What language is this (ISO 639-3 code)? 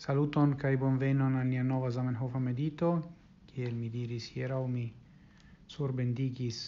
epo